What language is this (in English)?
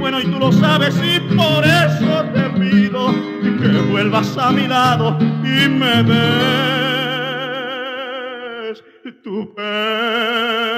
Spanish